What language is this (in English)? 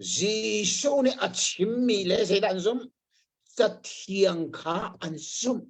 Hakha Chin